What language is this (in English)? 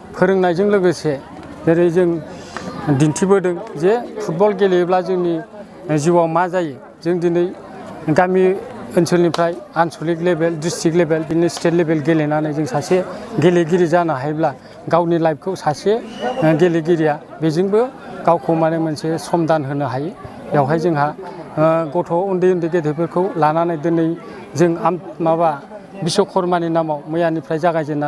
Bodo